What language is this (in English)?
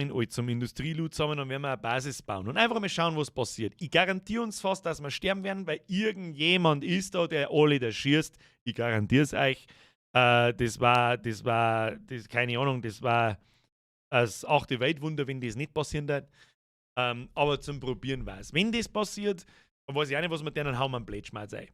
Bavarian